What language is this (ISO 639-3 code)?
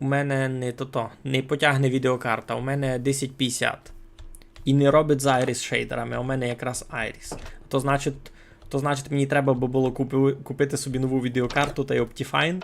rue